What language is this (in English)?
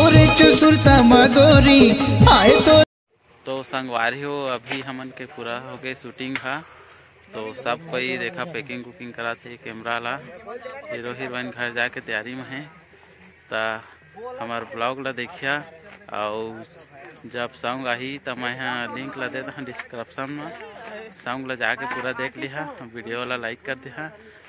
Chhattisgarhi